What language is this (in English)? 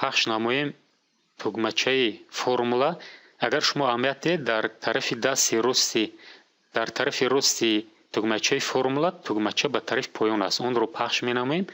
Tajik